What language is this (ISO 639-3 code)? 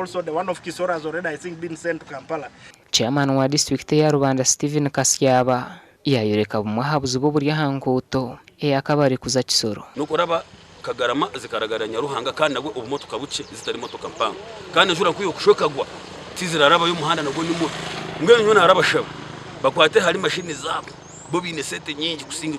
nyn